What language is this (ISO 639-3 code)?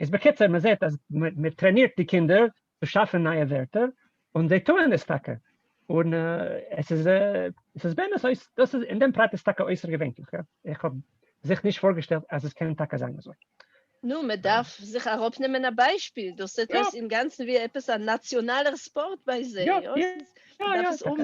yid